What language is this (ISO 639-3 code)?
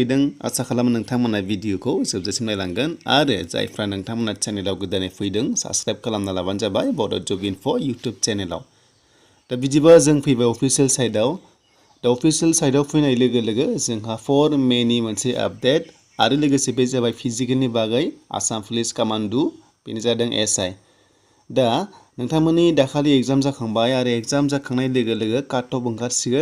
brx